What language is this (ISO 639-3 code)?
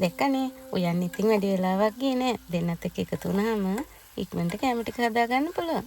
sin